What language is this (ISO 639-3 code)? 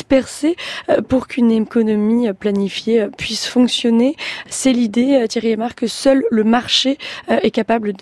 fra